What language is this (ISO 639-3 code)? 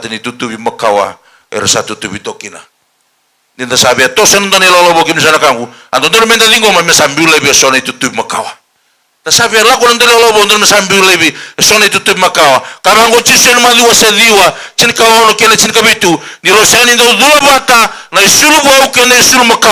fij